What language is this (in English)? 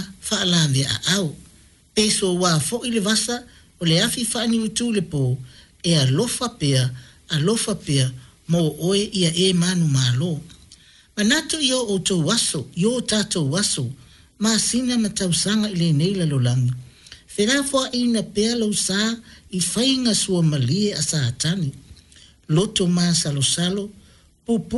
Samoan